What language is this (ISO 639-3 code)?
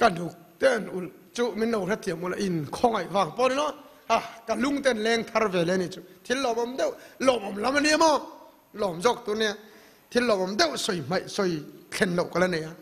lus